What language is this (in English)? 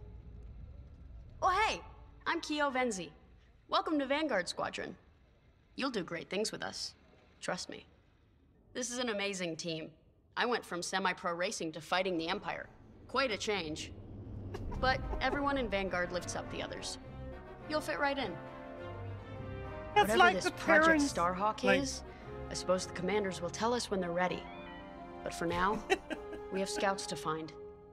English